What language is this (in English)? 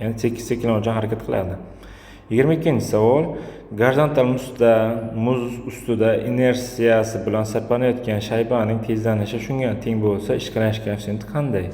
Uzbek